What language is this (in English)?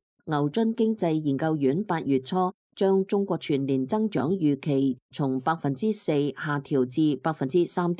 Cantonese